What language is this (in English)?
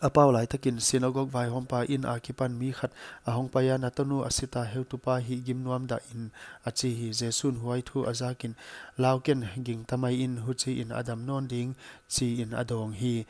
Paite Chin